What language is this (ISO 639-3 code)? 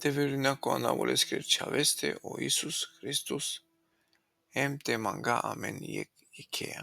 rmn